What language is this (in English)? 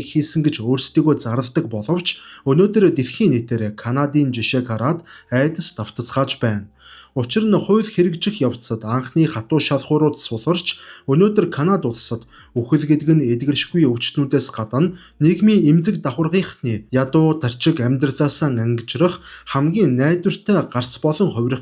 Mongolian